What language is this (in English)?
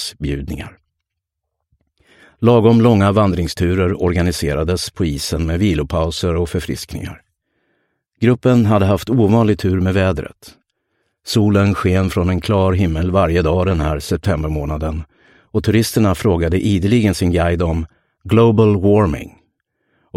Swedish